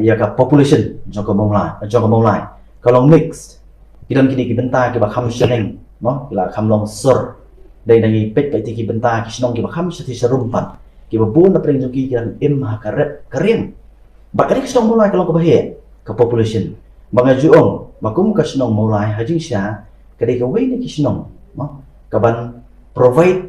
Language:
Khasi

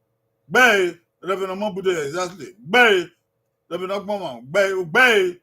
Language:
Bini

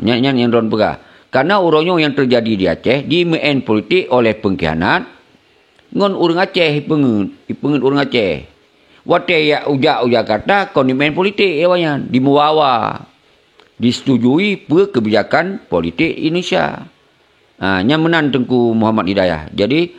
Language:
Achinese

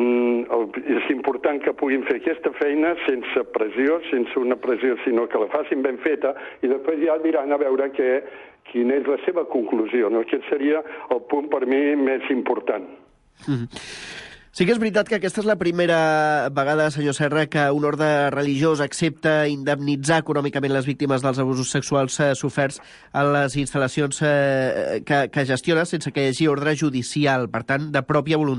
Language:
Catalan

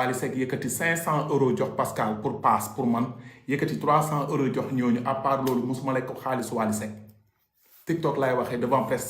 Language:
Wolof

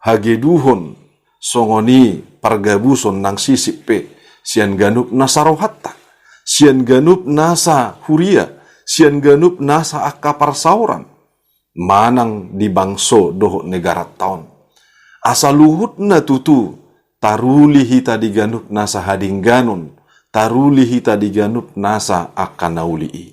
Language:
Batak Toba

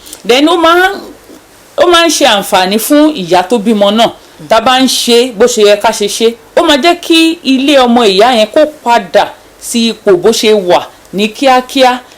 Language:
Yoruba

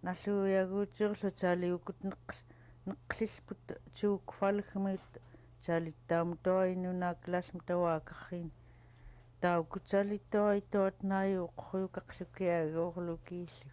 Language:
Central Yupik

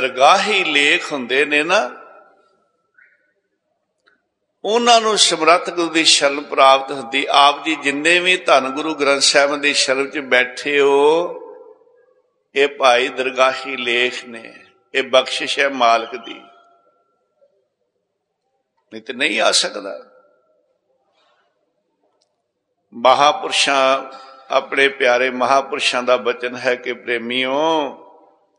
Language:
Punjabi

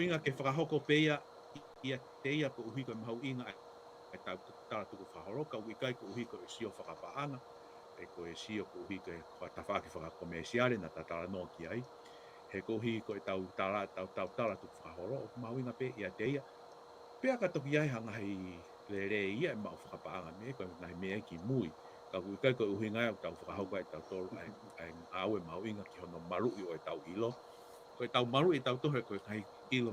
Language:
Tongan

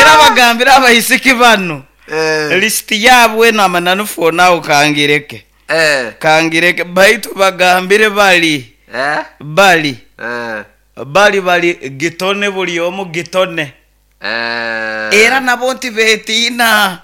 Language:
Nyoro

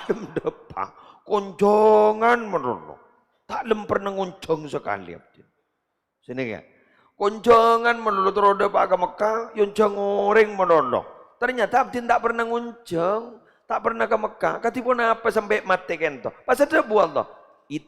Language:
Madurese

